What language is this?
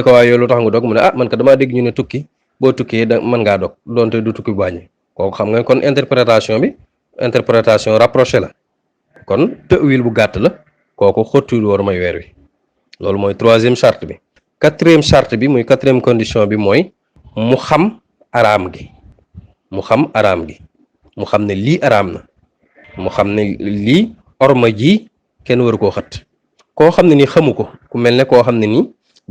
Wolof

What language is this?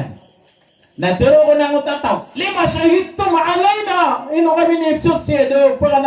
Maranao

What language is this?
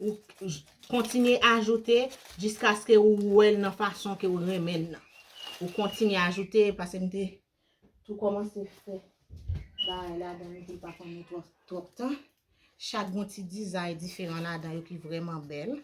Haitian Creole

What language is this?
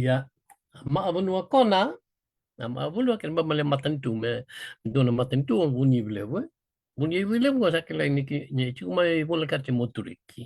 Fijian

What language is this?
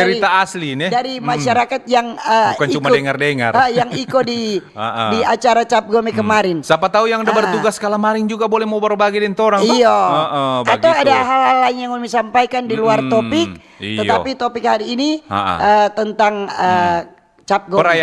Manado Malay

